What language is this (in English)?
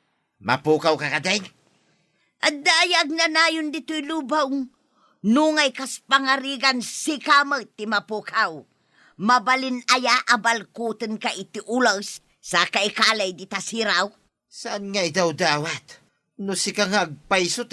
Iloko